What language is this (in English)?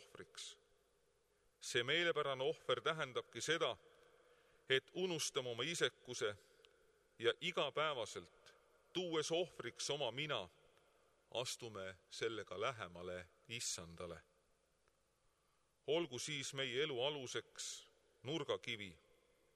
Estonian